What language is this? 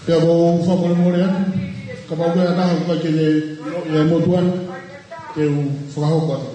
Tongan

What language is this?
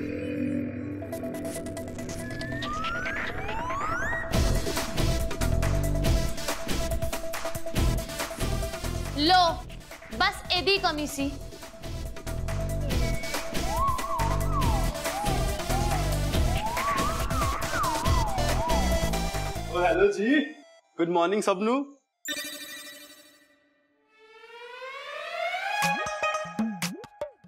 Punjabi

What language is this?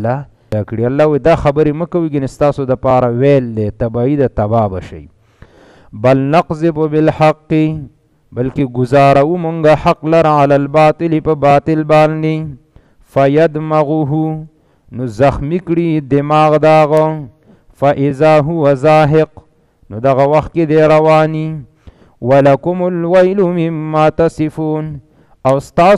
Pashto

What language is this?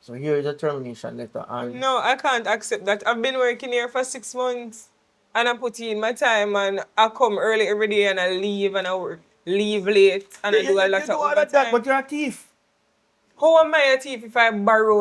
Jamaican Creole English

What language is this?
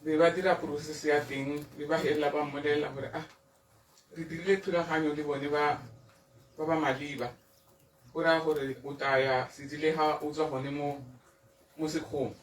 Tswana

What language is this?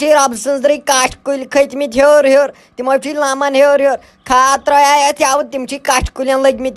Kashmiri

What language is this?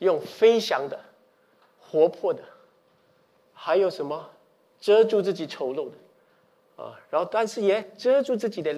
Chinese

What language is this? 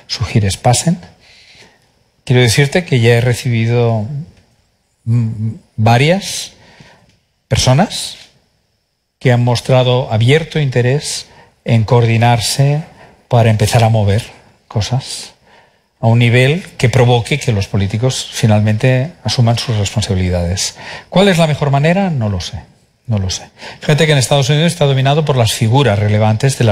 Spanish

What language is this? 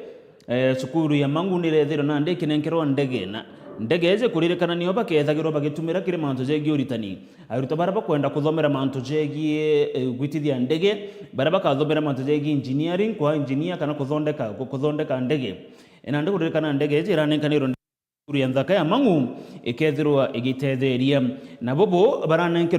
Meru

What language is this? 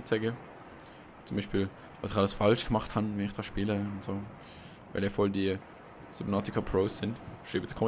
Swiss German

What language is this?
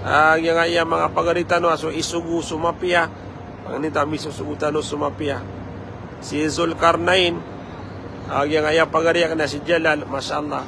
Maranao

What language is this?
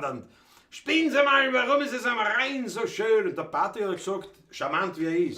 Bavarian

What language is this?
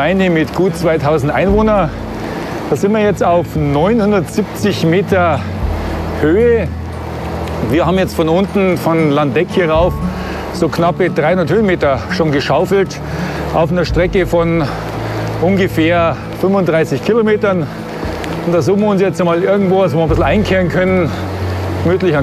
German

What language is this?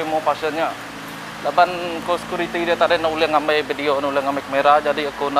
Iban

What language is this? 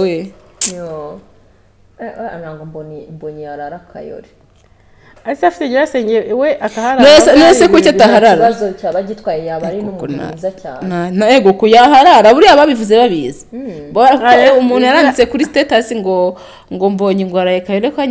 Kinyarwanda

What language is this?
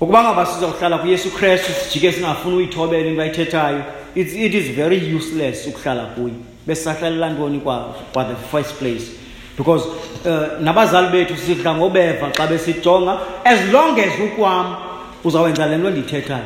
Xhosa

